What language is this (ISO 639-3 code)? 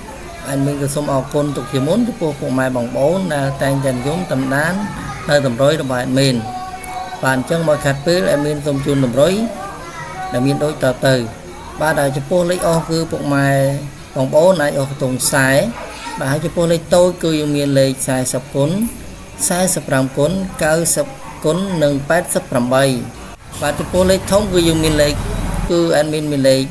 khm